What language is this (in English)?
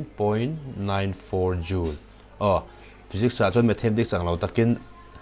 Mizo